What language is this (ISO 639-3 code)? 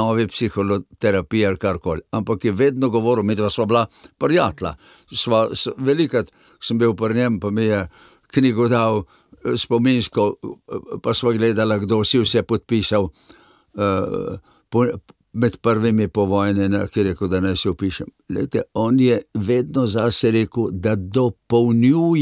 slv